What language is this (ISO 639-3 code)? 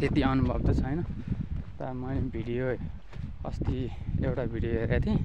nep